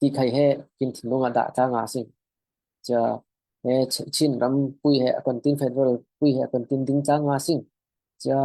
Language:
Falam Chin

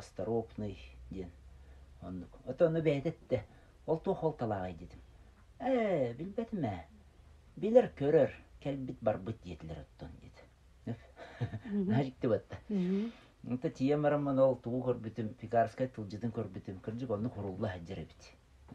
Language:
Yakut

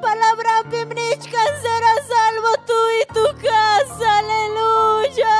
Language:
Ayacucho Quechua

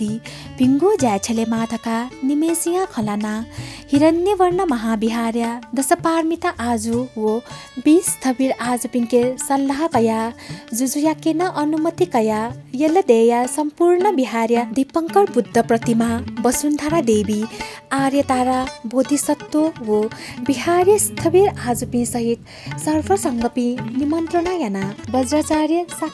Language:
Newari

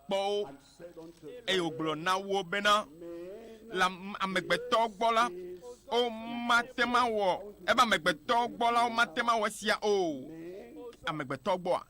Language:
Ewe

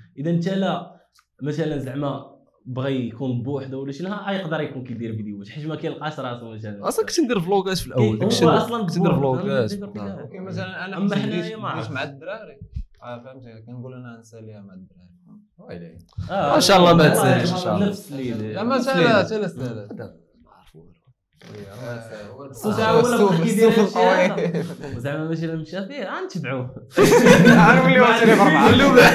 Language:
Moroccan Arabic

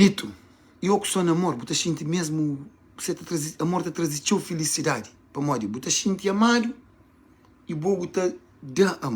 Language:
Kabuverdianu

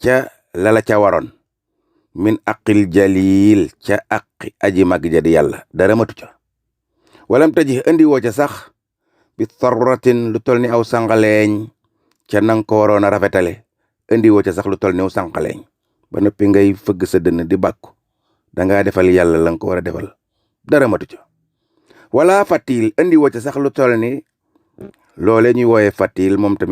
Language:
Wolof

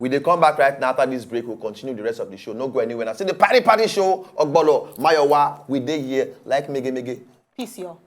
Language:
Nigerian Pidgin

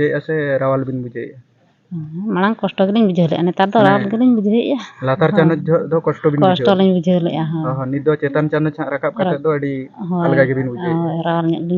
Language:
Santali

